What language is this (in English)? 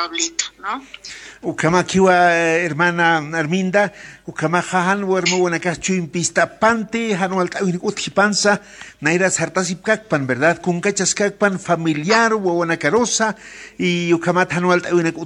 Aymara